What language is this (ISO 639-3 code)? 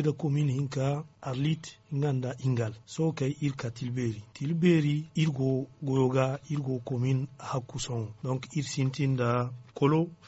dje